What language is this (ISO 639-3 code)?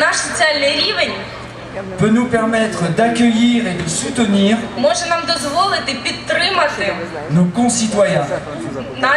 ukr